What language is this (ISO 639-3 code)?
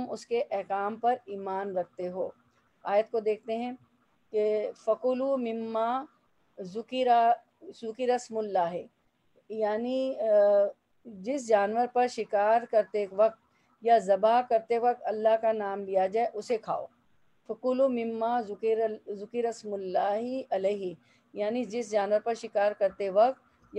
urd